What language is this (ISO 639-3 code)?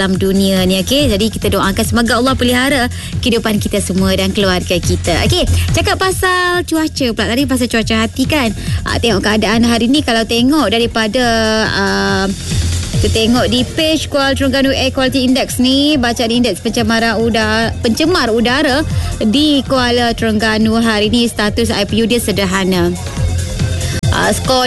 msa